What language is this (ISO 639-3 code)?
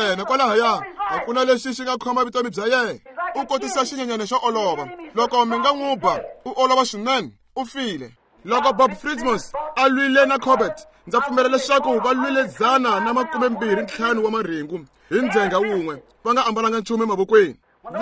tso